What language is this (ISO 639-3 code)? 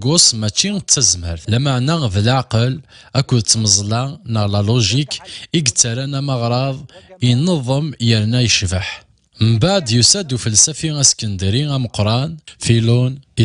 kab